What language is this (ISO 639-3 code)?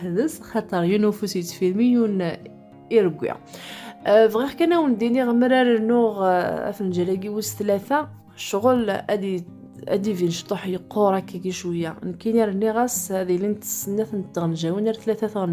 kab